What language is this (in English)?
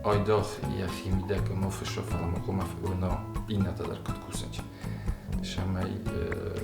Ossetic